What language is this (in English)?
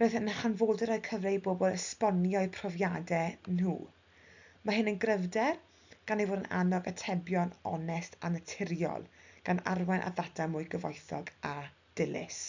Welsh